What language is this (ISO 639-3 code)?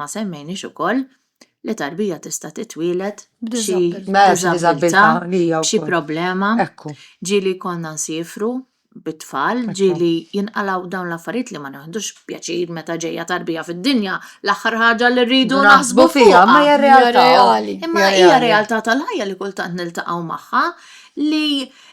mlt